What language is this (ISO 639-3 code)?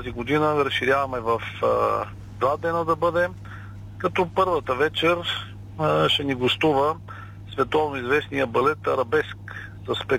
bul